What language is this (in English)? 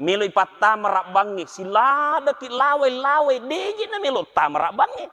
Buginese